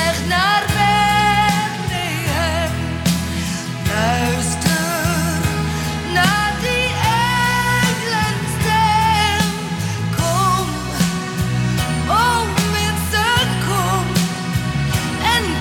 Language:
Dutch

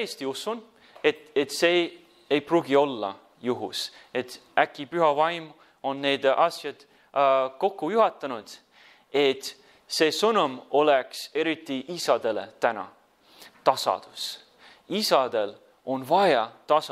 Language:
Estonian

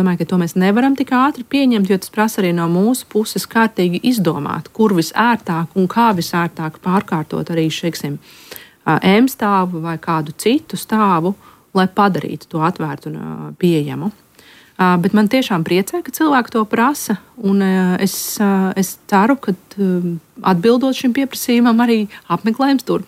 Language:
Latvian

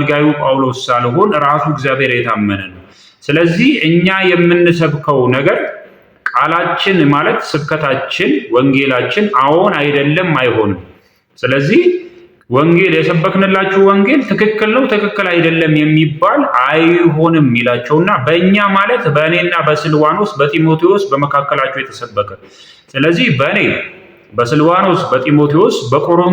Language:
Amharic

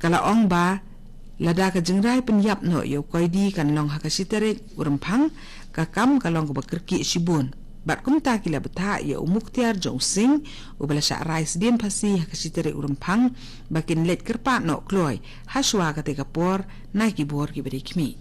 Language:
Khasi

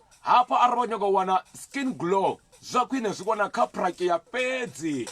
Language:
Venda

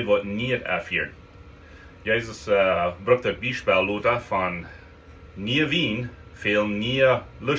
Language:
Plautdietsch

